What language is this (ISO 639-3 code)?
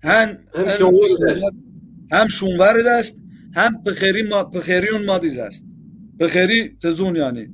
zza